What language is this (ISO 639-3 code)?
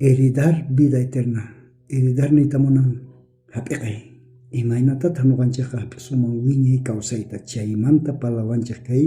quh